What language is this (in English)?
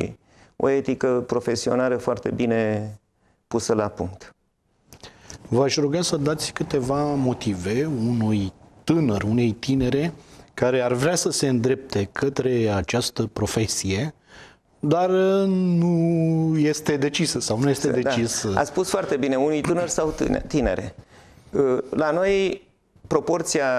Romanian